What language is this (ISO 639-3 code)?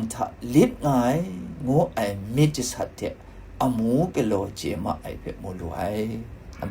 kac